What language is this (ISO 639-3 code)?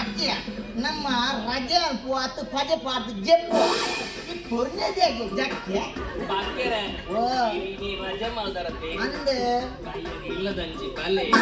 tcy